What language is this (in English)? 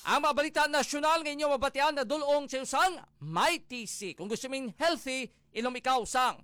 Hiligaynon